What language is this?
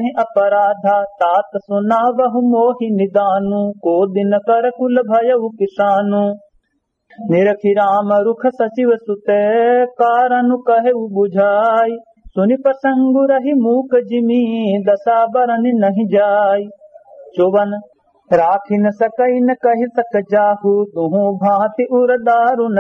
Awadhi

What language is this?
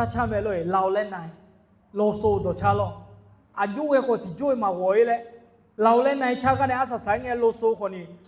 Akha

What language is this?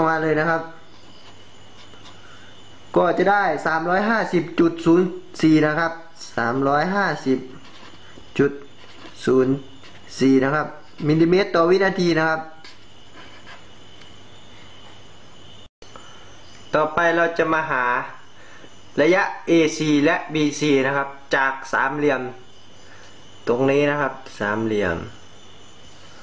Thai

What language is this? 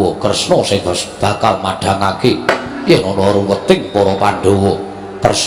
Javanese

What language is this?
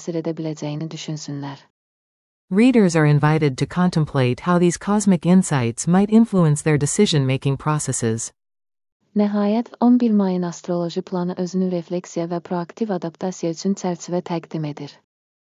Azerbaijani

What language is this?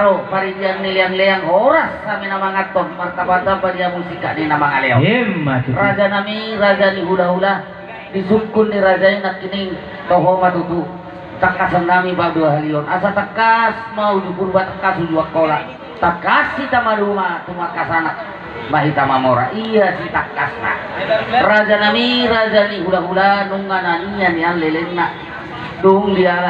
Batak Toba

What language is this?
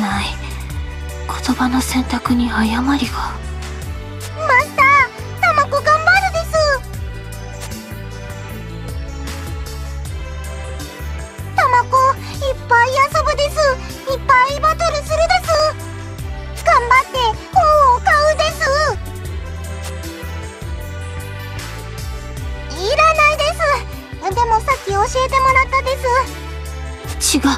Japanese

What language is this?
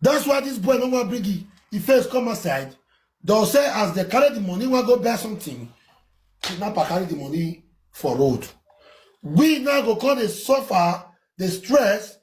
Nigerian Pidgin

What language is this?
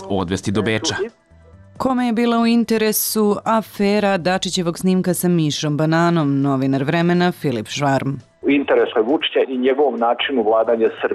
Serbian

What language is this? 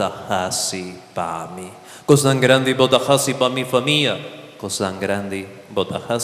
Papiamento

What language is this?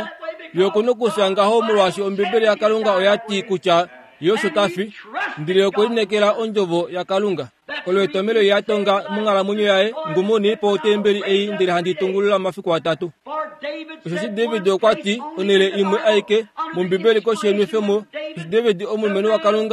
Kuanyama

